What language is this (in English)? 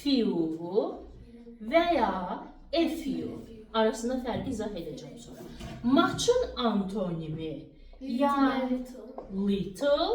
Azerbaijani